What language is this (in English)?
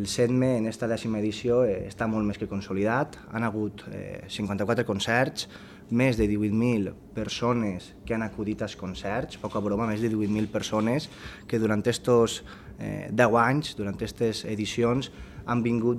Catalan